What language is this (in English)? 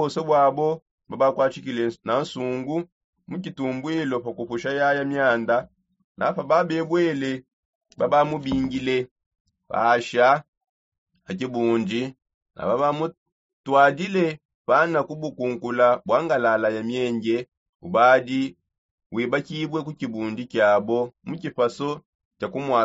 Songe